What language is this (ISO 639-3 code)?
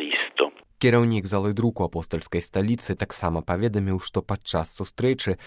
bel